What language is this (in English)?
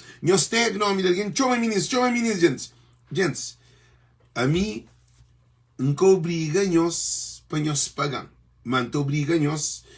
Kabuverdianu